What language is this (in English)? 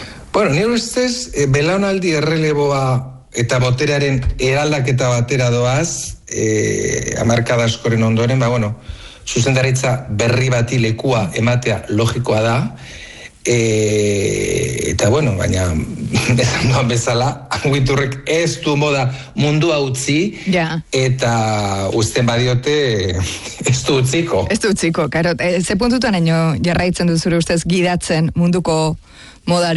Basque